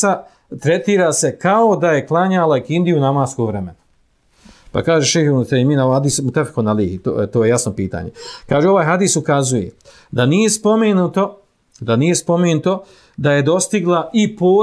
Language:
Bosnian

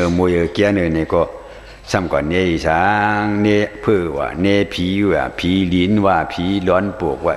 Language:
Shan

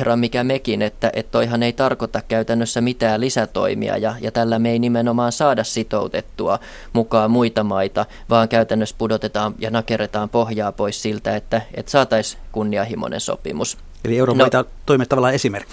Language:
Finnish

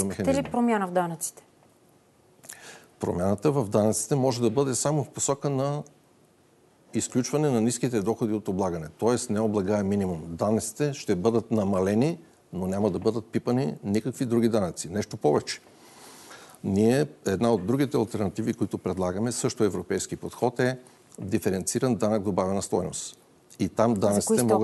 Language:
Bulgarian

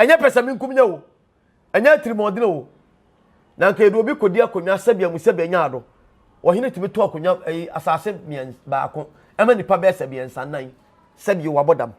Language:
Akan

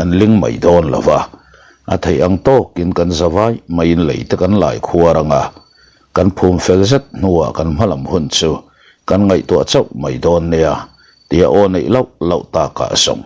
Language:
Mizo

